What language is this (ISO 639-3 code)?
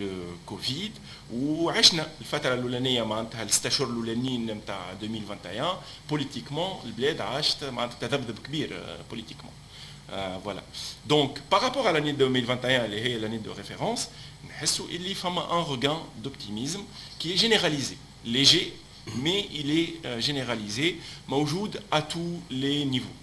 aeb